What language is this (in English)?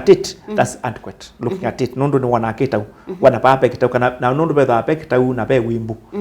Kamba